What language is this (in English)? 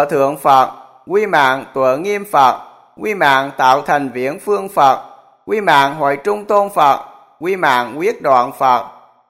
Vietnamese